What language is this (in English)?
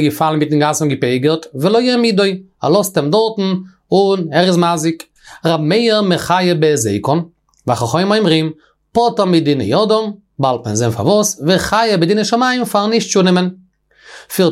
Yiddish